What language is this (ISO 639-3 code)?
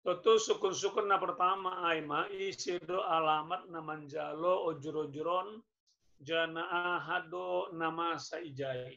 bts